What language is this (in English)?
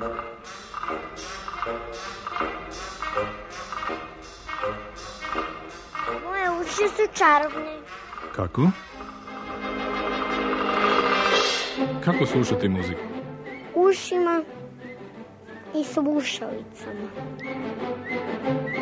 Serbian